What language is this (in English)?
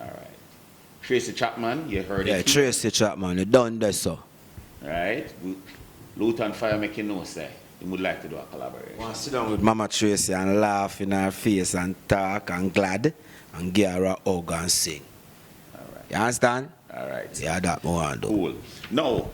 Jamaican Creole English